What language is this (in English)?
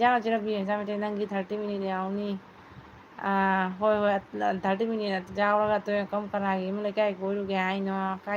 Manipuri